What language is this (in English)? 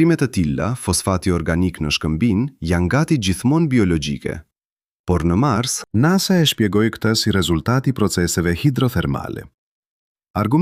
Albanian